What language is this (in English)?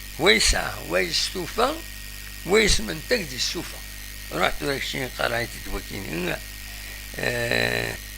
Kabyle